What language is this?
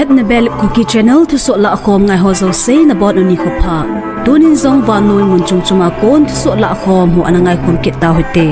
Thado Chin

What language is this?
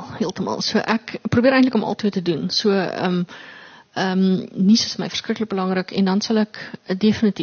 Afrikaans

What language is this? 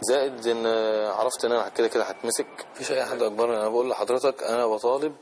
Egyptian Arabic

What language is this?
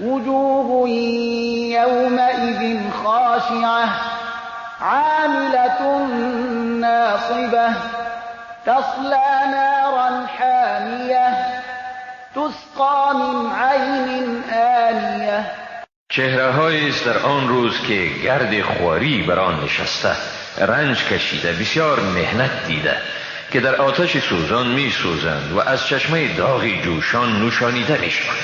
Persian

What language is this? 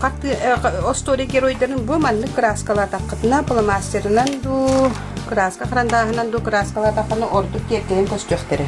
Yakut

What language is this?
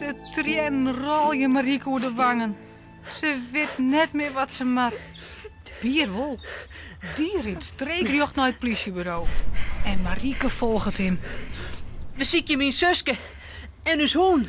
Western Frisian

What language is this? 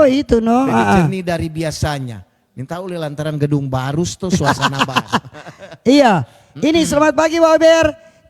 Manado Malay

